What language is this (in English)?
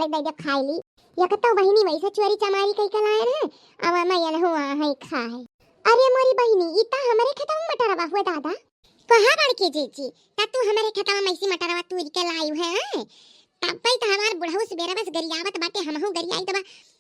Awadhi